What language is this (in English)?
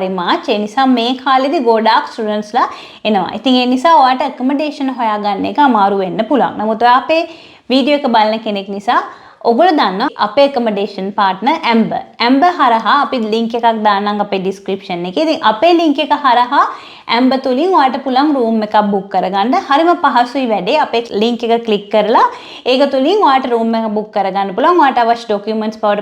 Sinhala